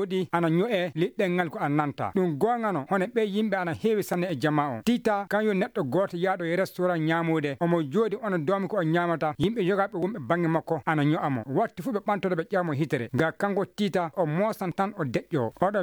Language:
Maasina Fulfulde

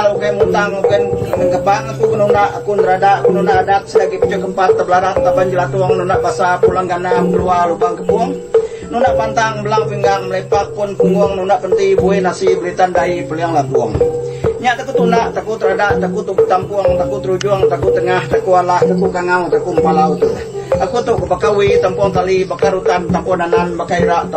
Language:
Iban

